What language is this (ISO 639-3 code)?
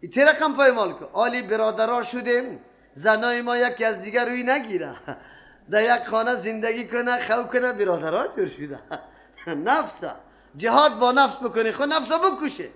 fas